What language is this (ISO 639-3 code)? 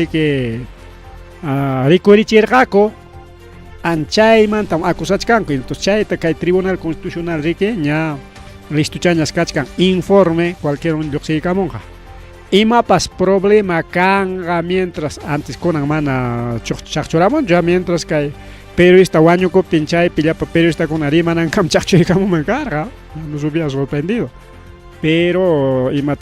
quy